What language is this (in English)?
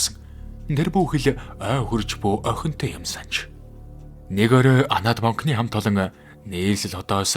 Mongolian